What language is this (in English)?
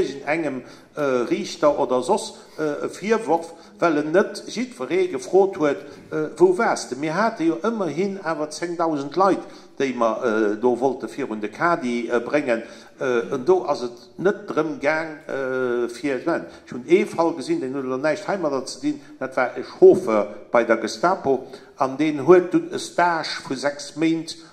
Luxembourgish